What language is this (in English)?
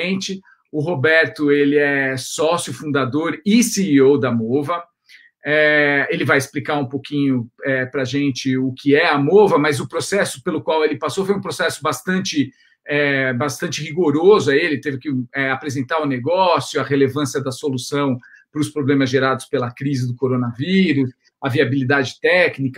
Portuguese